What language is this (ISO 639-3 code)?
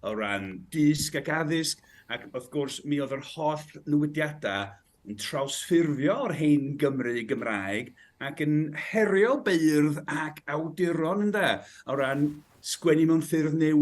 cym